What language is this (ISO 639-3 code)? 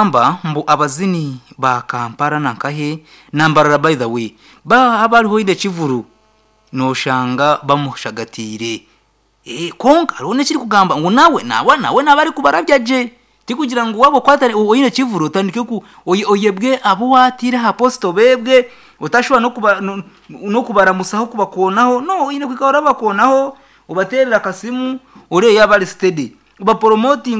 nyn